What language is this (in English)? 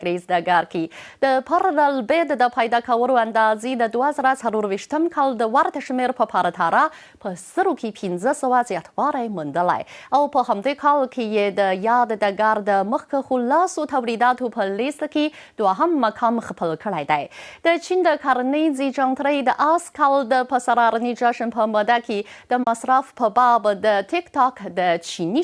Pashto